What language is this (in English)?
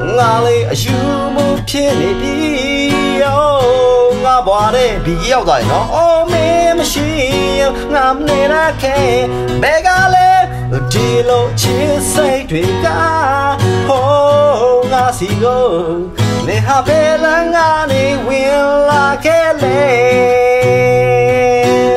Burmese